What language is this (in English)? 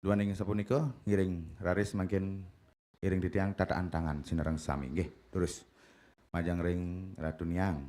Balinese